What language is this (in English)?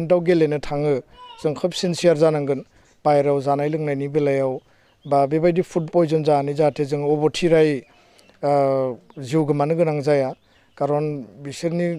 Bodo